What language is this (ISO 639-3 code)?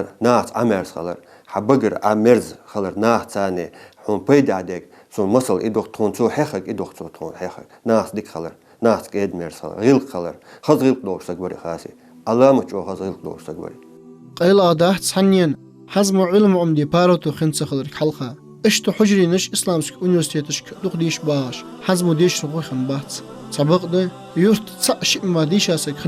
inh